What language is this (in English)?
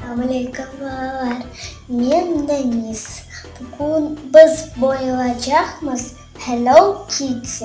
Crimean Tatar